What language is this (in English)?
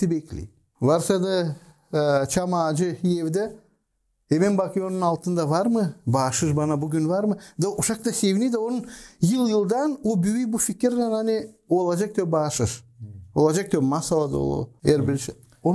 Gagauz